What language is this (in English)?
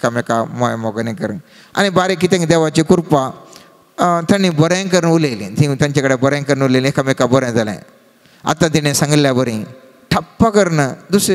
Konkani